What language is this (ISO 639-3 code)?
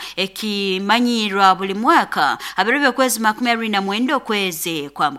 nyo